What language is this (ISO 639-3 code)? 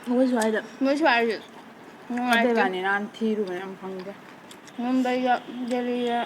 mni